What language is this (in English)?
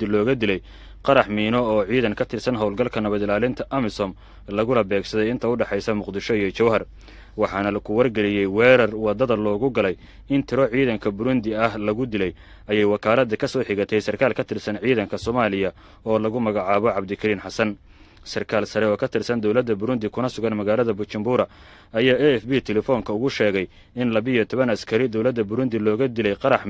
Somali